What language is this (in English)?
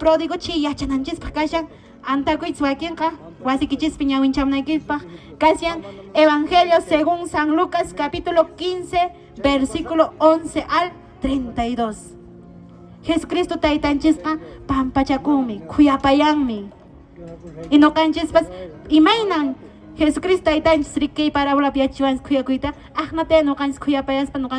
Quechua